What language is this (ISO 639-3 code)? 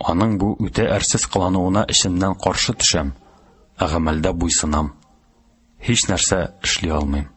tat